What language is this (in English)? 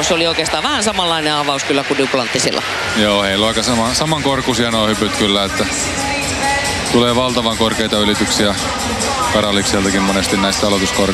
Finnish